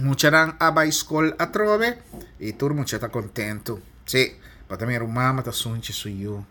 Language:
Papiamento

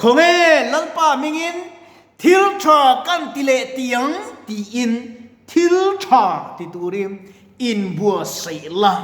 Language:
Mizo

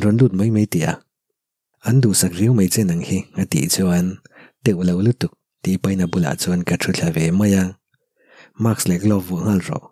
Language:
Mizo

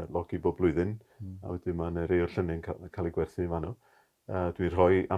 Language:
Welsh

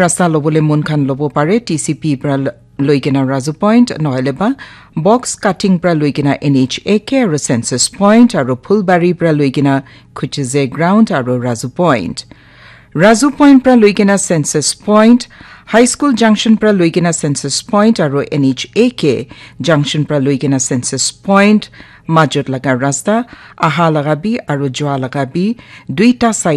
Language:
Naga Pidgin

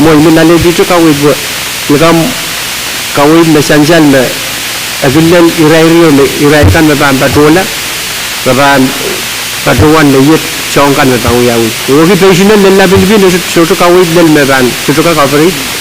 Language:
Pohnpeian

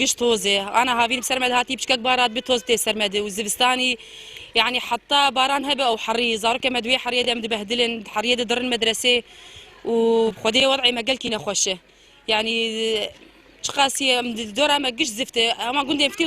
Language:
Kurdish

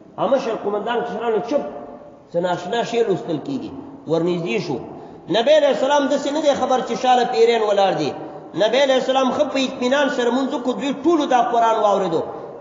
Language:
Pashto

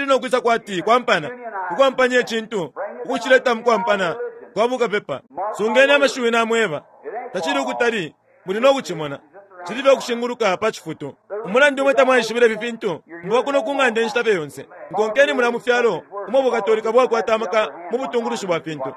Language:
Bemba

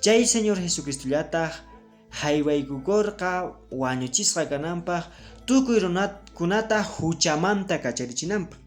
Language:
Quechua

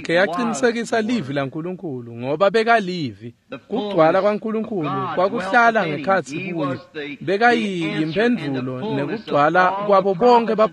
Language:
Swati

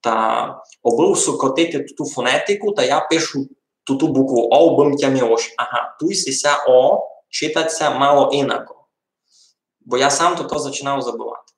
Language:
Rusyn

